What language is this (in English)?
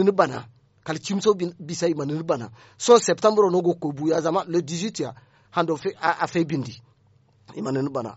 Zarma